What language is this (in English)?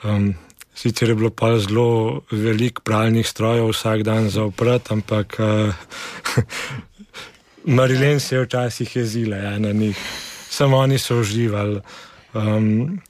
Slovenian